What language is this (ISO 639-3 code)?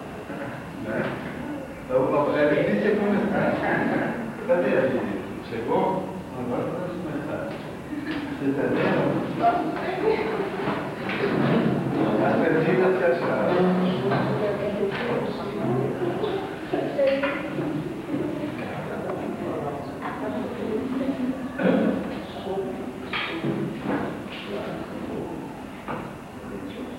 por